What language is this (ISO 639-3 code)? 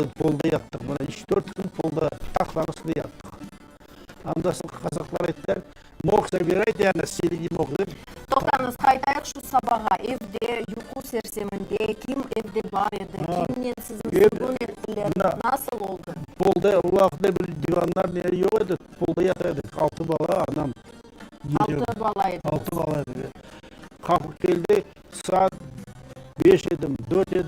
crh